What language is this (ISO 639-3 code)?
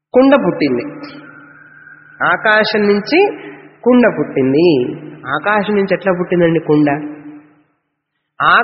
tel